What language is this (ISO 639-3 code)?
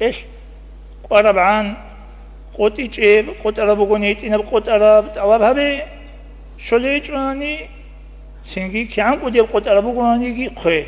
ava